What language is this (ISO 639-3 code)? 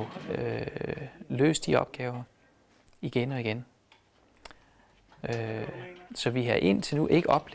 dan